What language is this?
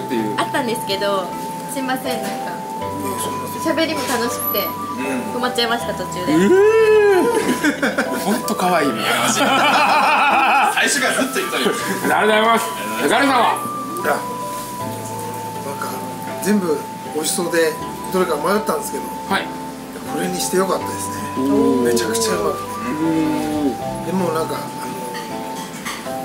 Japanese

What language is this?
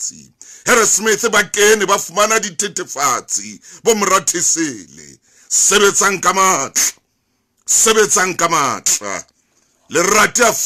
Southern Sotho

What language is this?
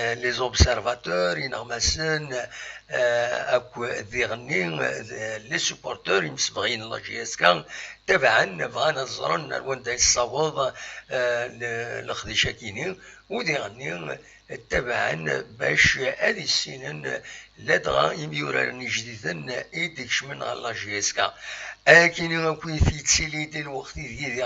Kabyle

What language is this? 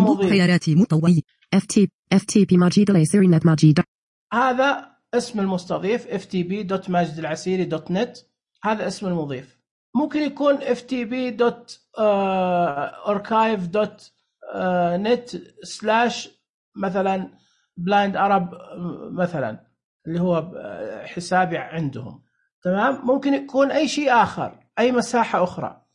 Najdi Arabic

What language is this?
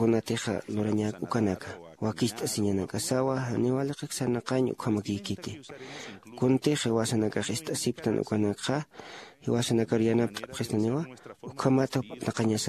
Aymara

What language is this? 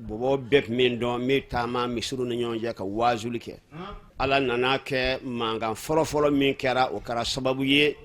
Bambara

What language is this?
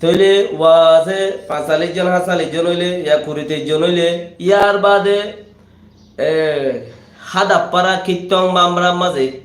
Rohingya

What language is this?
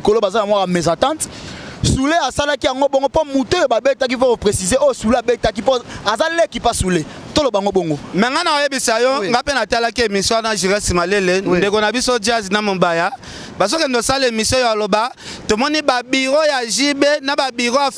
Lingala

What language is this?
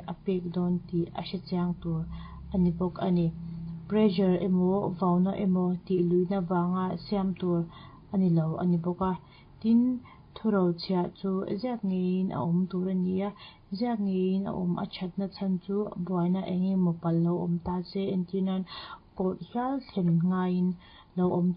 Mizo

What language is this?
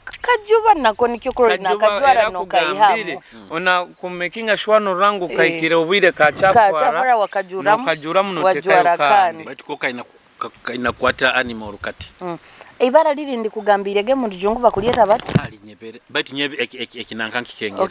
Nyoro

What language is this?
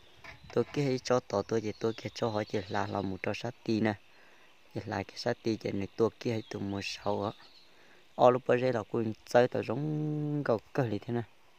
Hmong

